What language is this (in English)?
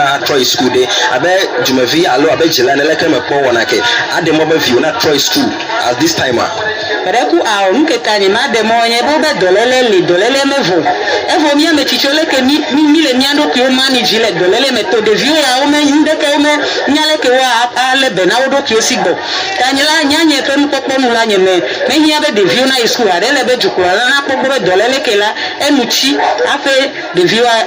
Ewe